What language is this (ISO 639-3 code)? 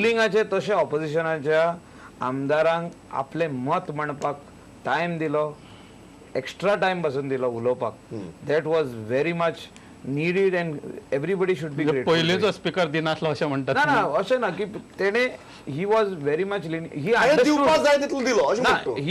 kok